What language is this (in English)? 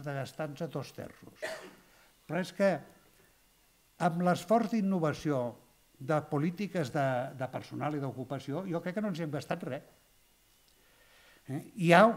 Catalan